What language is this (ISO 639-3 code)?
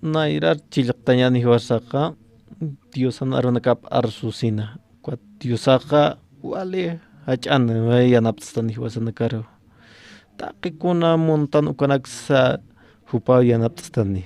aym